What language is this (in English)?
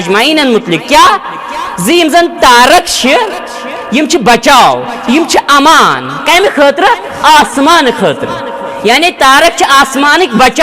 Kashmiri